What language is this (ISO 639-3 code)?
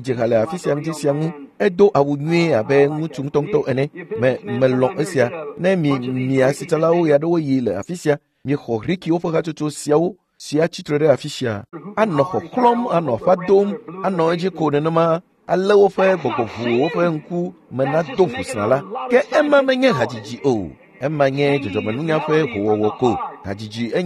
ewe